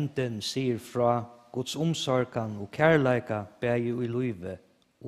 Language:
Faroese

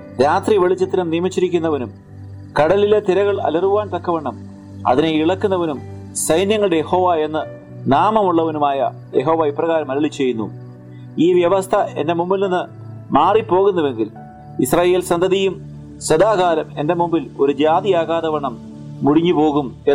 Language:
Malayalam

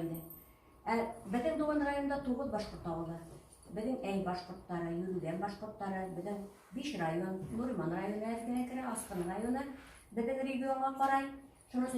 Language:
Bashkir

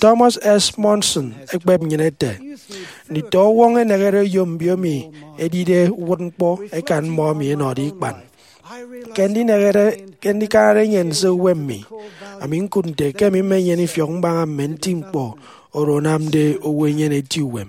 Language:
Efik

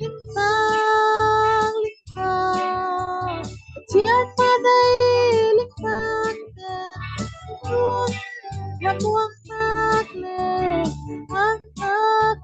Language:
Falam Chin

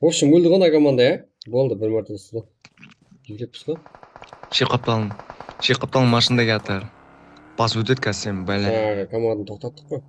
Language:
Kara-Kalpak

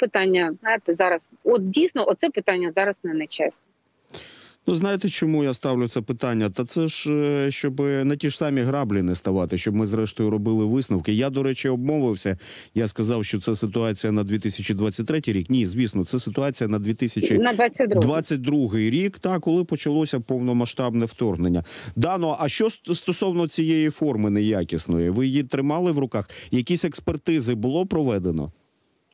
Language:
Ukrainian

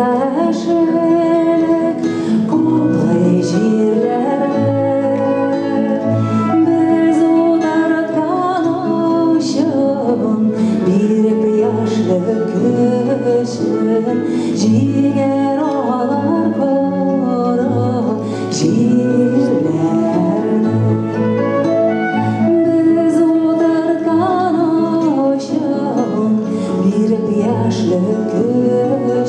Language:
Tatar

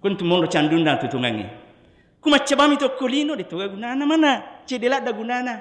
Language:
Buginese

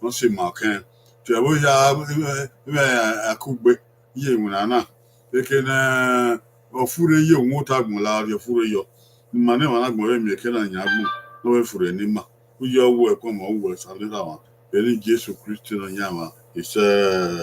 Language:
Bini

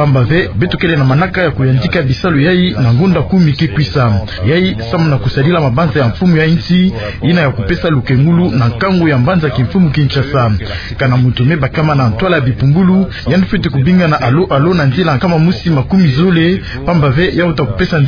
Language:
Kituba (Democratic Republic of Congo)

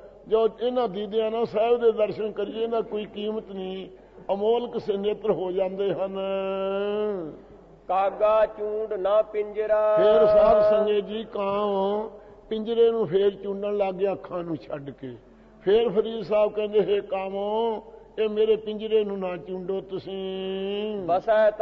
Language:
Punjabi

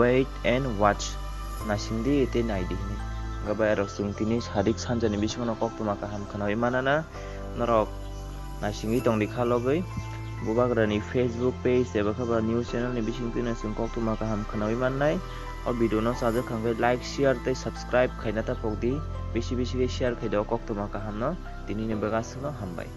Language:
Kok Borok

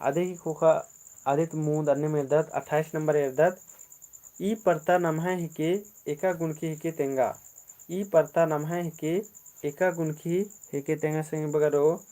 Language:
Kurukh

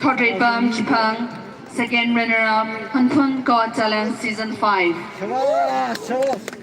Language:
Tangkhul Naga (India)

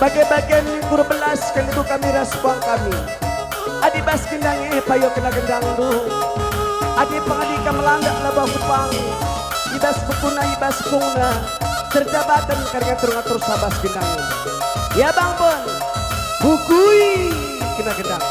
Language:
Batak Karo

